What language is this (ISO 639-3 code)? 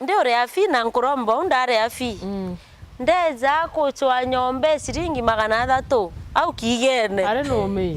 mer